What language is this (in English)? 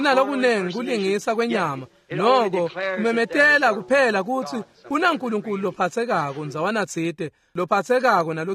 Swati